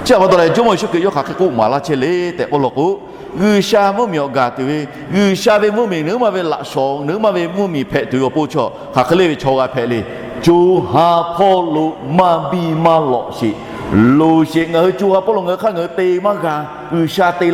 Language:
Lahu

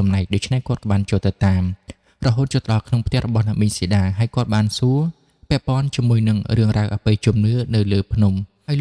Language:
Khmer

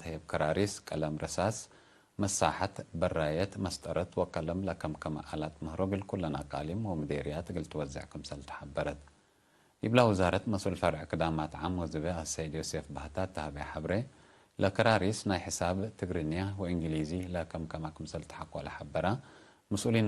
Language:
Tigre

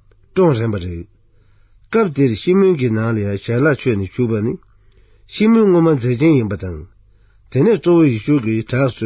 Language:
Tibetan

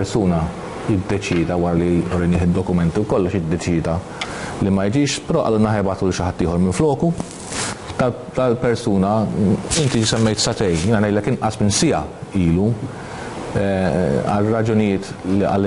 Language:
Maltese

